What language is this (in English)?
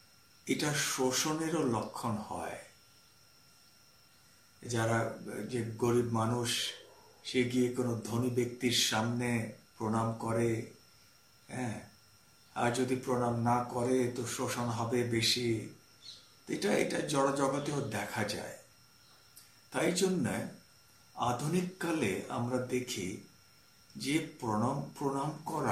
Bangla